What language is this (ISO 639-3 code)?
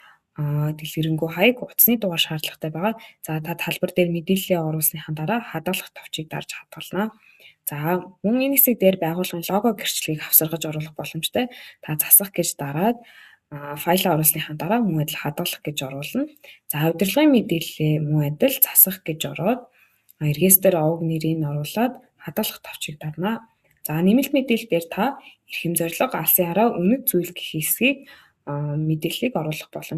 mon